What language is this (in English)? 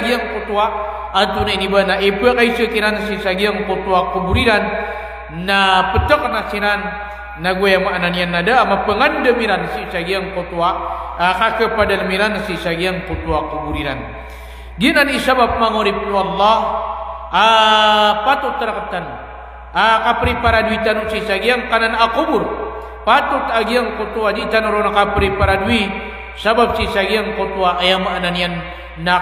Maranao